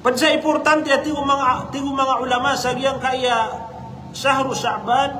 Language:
Maranao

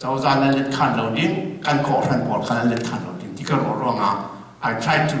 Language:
Hakha Chin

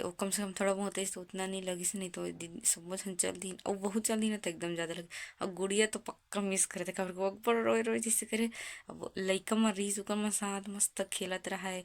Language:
Chhattisgarhi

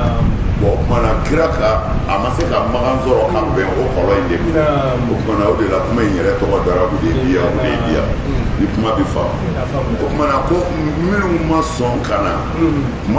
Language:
Bambara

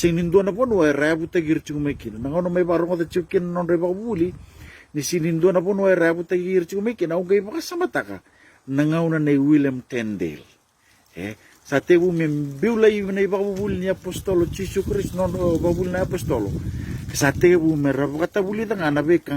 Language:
Fijian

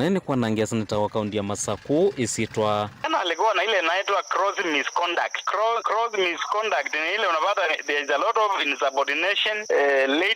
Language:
Kamba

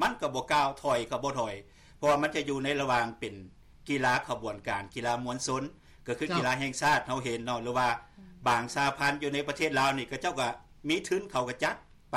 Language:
Lao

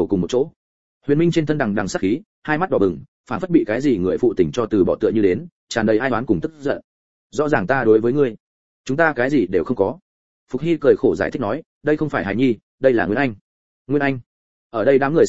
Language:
Vietnamese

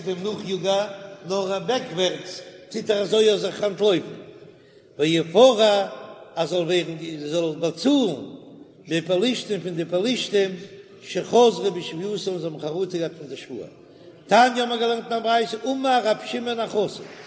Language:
Yiddish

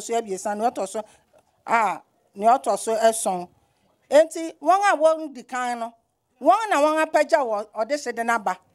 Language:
Akan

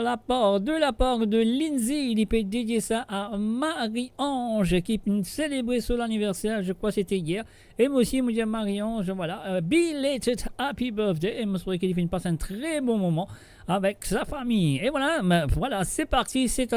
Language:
Morisyen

